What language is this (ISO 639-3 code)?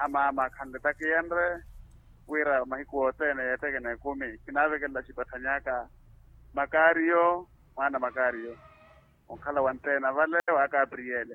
vmw